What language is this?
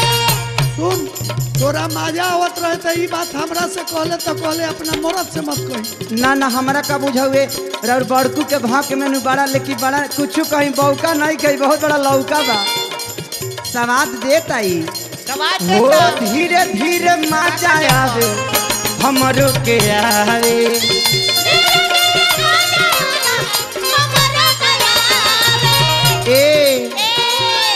Bhojpuri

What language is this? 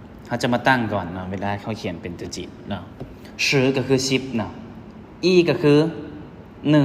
Lao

